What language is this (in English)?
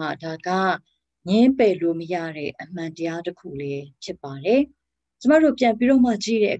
Burmese